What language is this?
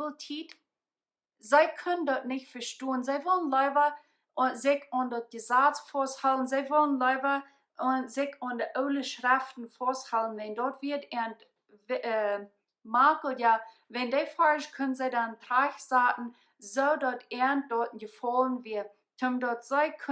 Plautdietsch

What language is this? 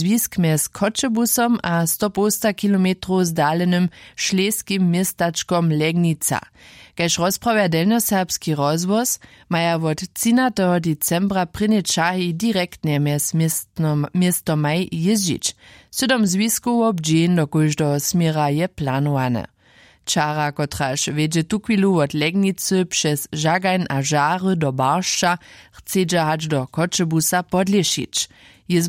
Upper Sorbian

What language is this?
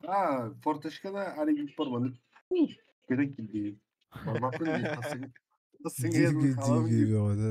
Yakut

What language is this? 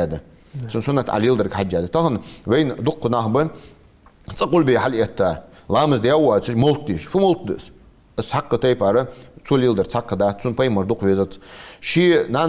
Ingush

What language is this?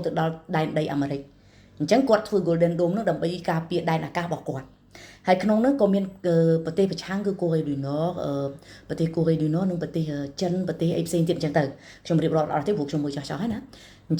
Khmer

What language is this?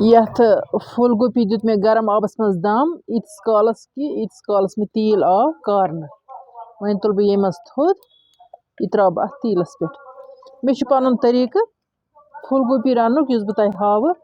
Kashmiri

